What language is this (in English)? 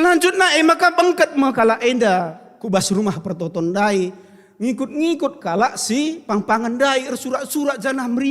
Batak Karo